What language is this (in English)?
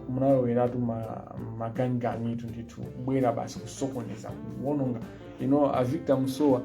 Nyanja